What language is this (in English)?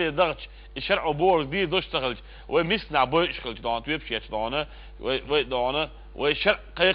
Chechen